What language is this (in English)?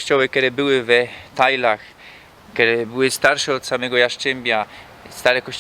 Silesian